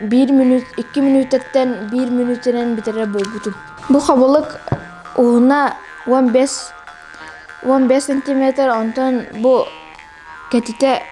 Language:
Yakut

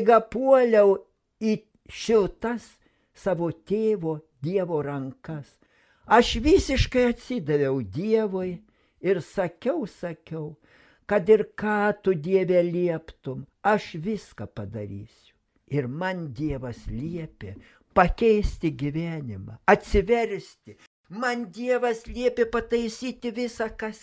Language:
Lithuanian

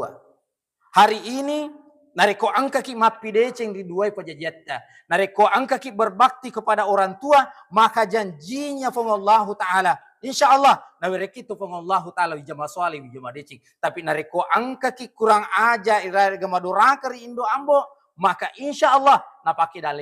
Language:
Buginese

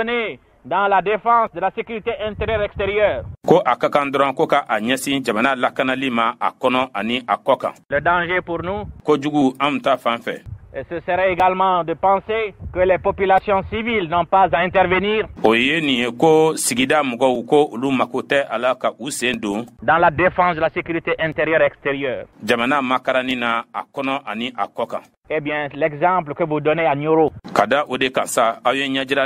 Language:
Bambara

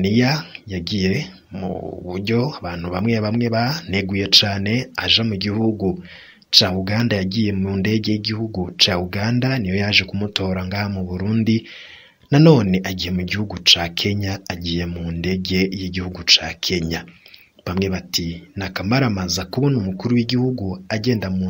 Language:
Rundi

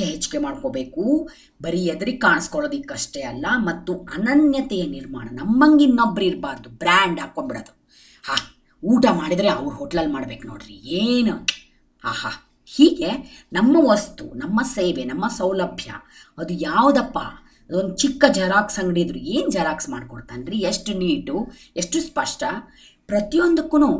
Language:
Kannada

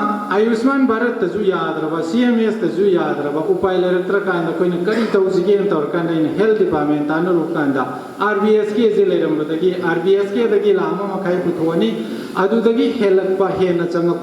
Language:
Manipuri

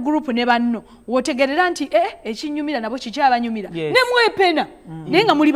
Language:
Ganda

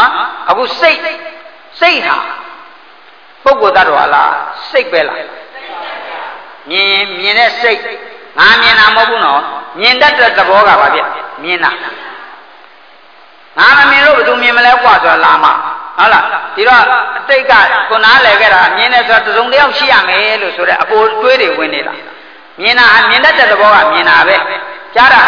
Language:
Burmese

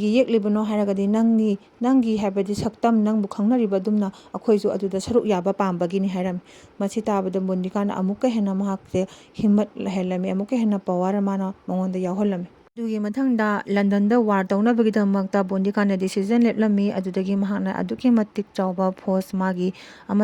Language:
Manipuri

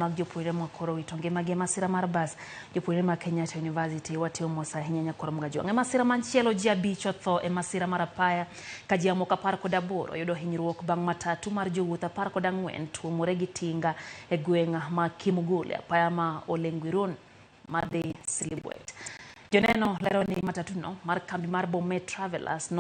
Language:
Luo (Kenya and Tanzania)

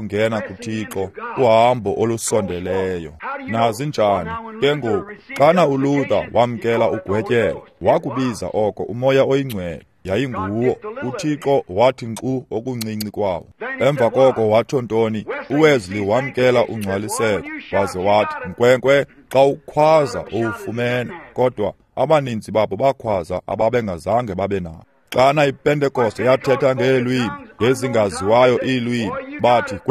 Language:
Xhosa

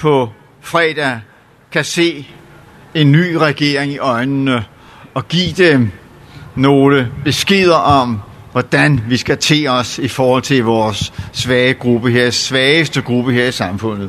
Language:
Danish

